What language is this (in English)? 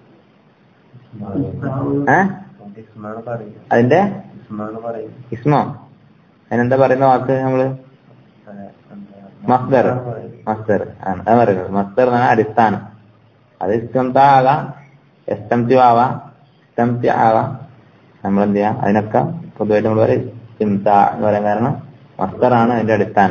Malayalam